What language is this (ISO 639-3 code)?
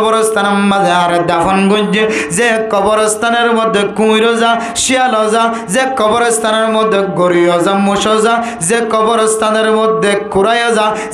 rhg